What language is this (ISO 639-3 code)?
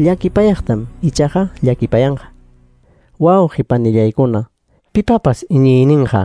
que